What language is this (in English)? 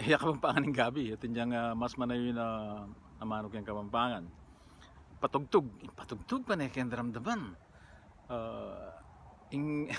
Pampanga